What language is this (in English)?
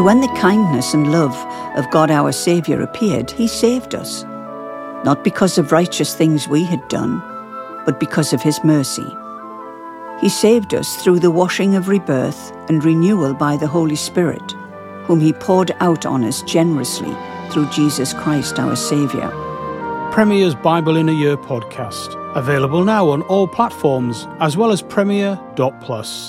English